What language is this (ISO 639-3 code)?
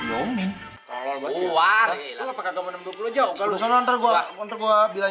bew